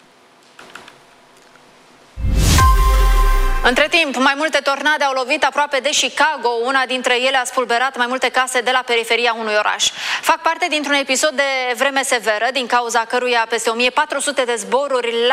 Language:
Romanian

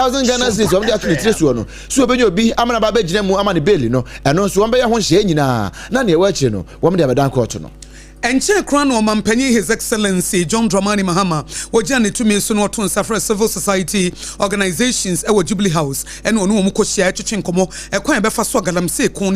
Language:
Akan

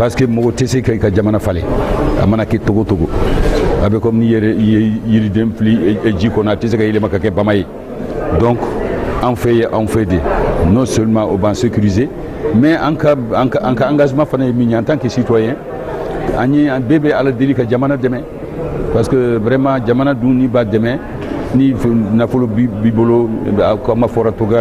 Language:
Bambara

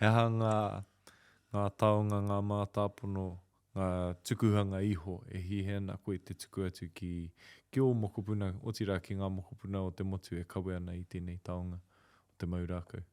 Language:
Māori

